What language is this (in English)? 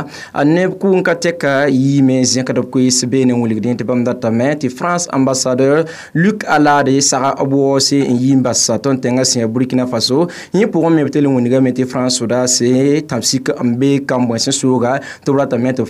Mossi